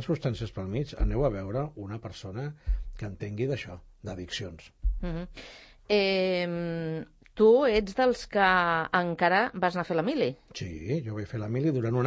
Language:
Catalan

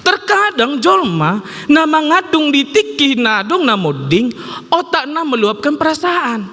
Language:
Batak Toba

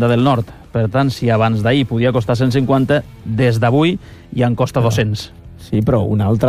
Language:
Catalan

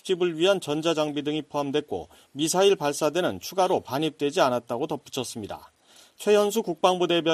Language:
Korean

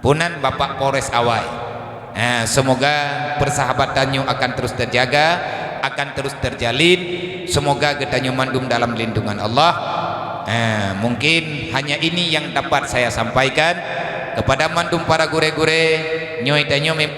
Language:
Achinese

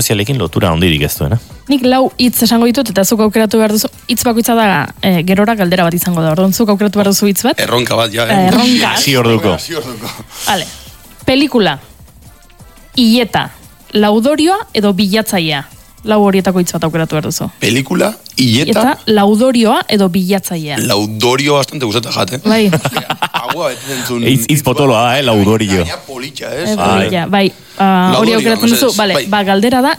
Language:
Basque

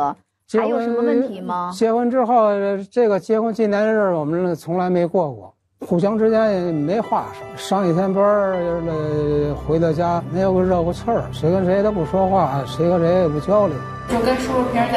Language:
Chinese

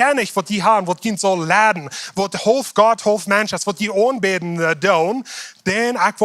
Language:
Plautdietsch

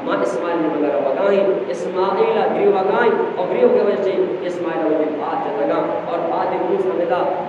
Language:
Eastern Balochi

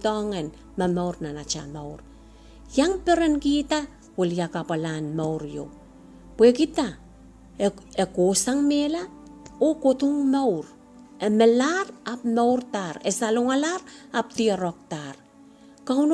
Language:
Pohnpeian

